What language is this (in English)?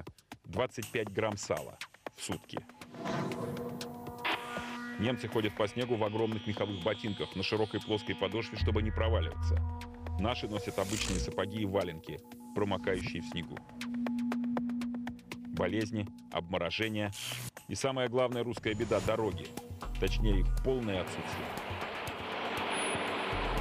Russian